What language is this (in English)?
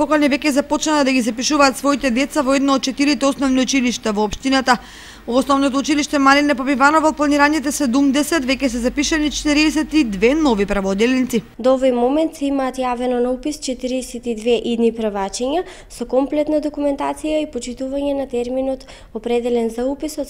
Macedonian